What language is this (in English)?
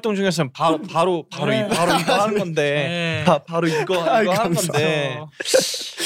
Korean